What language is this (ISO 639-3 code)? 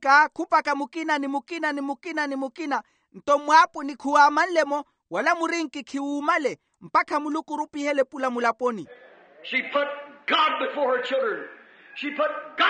vmw